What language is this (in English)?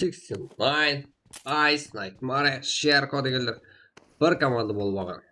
Kara-Kalpak